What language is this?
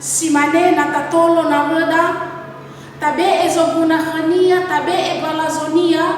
Nias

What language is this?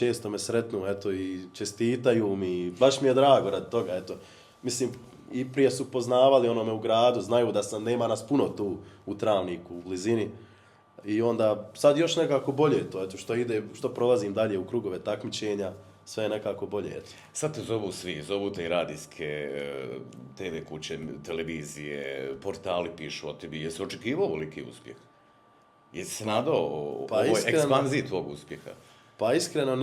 Bosnian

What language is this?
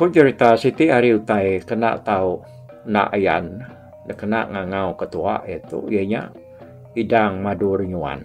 Iban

